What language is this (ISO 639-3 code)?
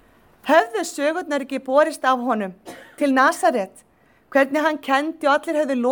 isl